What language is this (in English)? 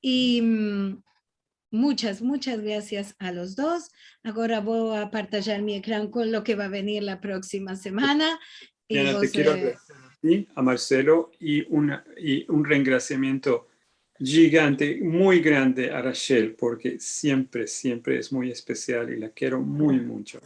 Ladino